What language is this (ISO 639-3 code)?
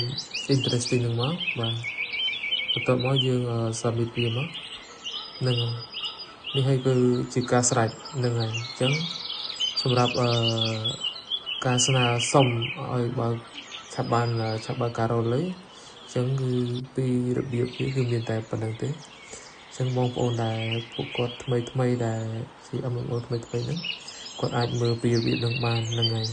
khm